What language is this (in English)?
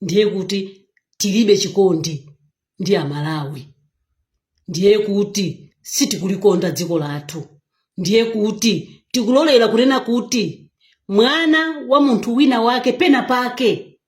Nyanja